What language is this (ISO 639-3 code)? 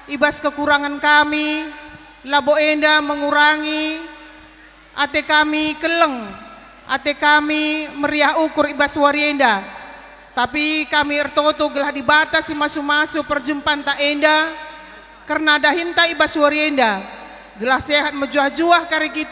btx